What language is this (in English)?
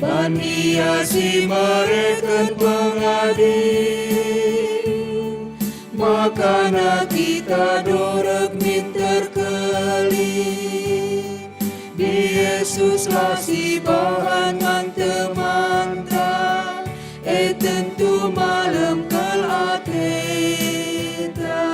Batak Karo